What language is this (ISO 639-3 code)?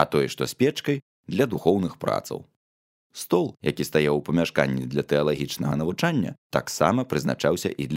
bel